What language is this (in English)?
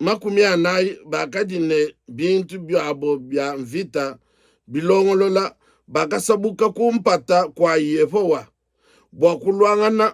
Luba-Lulua